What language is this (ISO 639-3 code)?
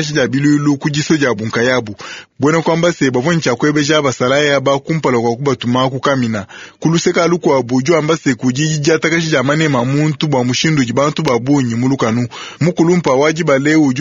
lua